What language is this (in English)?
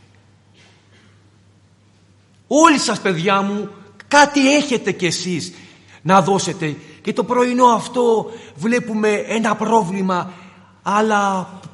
Greek